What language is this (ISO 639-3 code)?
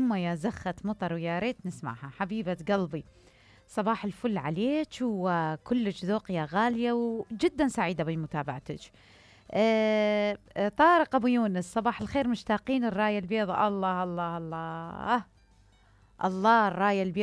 acm